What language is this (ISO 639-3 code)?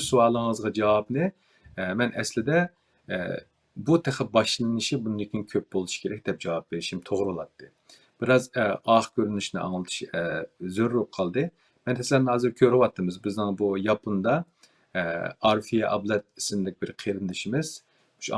uig